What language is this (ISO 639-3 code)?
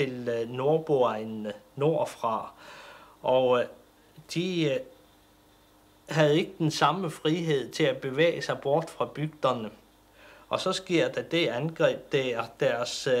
dan